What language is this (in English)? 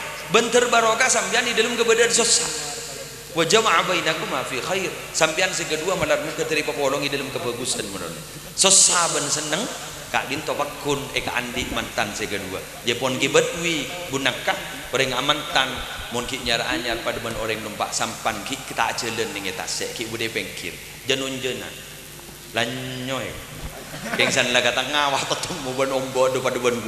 Madurese